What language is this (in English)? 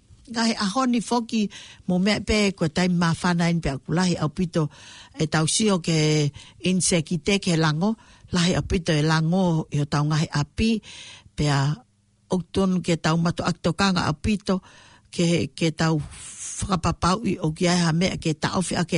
Tongan